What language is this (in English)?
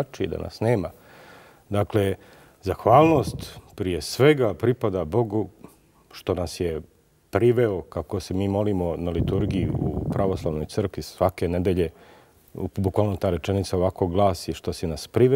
Bosnian